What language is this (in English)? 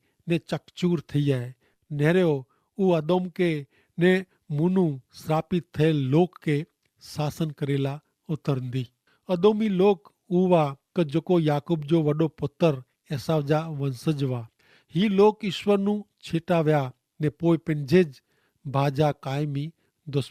Kachhi